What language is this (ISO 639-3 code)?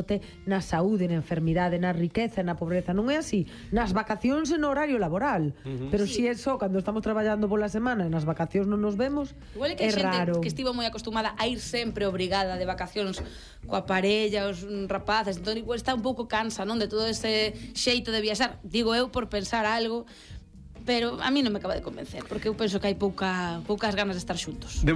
glg